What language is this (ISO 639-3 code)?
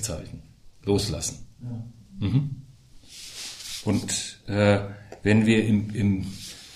deu